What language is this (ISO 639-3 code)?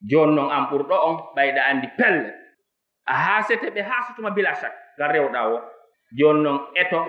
ful